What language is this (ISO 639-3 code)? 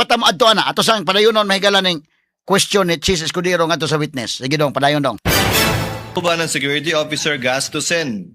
ceb